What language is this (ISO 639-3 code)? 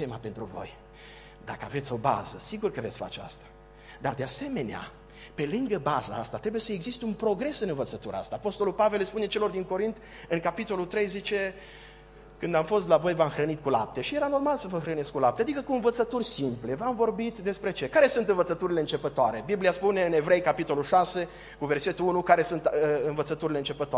ron